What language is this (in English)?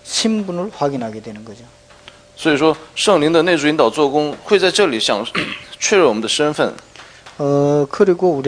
Korean